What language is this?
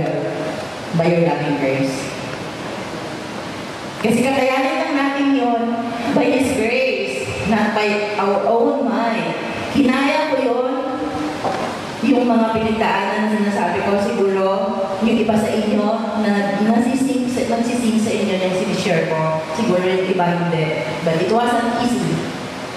Filipino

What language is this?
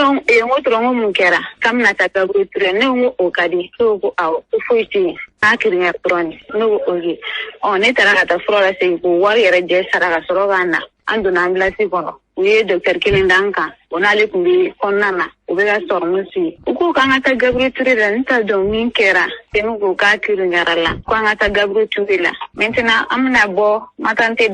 Bambara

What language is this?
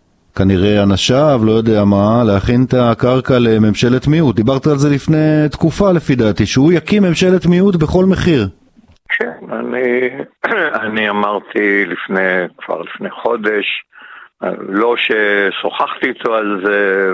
Hebrew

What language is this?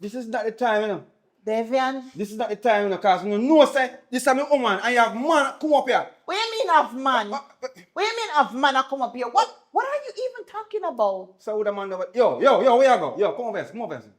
Jamaican Creole English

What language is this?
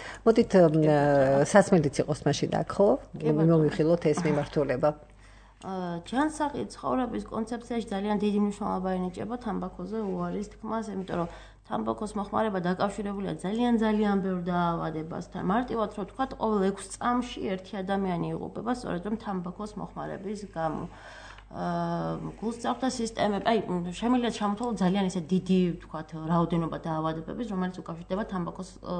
Georgian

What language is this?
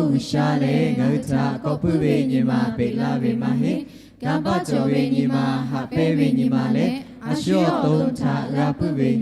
Lahu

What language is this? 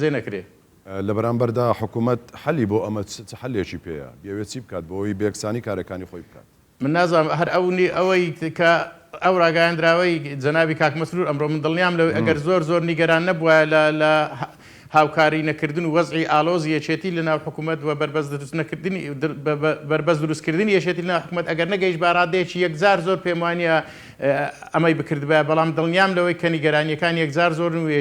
Central Kurdish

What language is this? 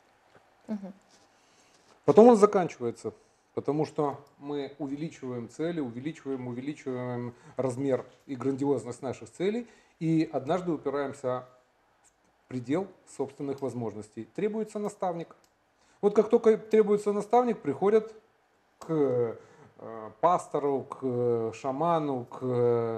Russian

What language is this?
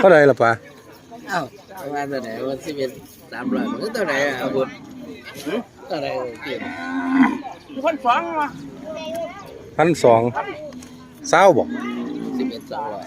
Northeastern Thai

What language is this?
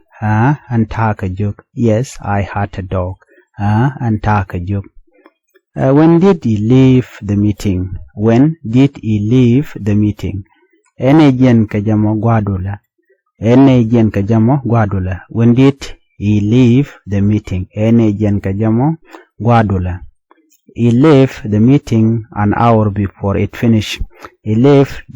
Nuer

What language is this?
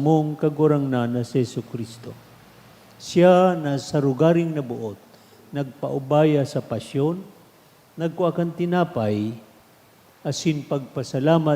Bikol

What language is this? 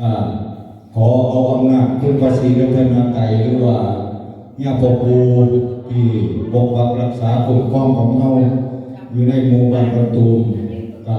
Pali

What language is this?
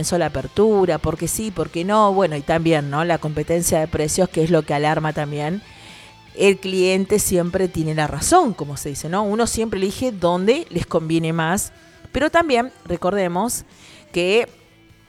Spanish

